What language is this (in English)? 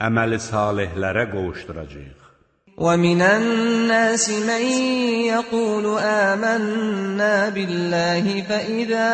Azerbaijani